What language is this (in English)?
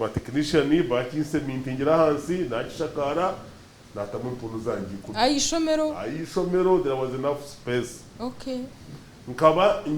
Nyankole